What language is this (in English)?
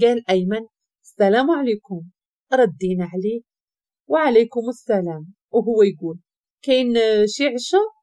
Moroccan Arabic